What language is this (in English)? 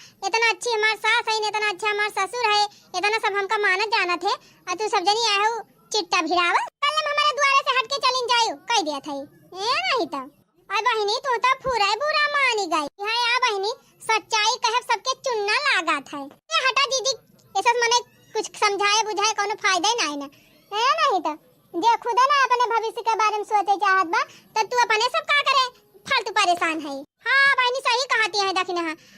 Awadhi